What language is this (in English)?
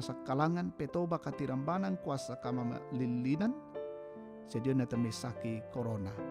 Toraja-Sa'dan